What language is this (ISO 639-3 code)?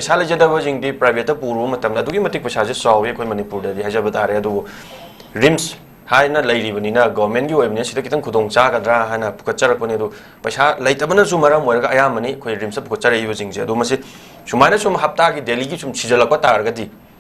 mni